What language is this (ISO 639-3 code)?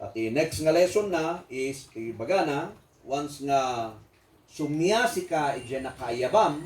ilo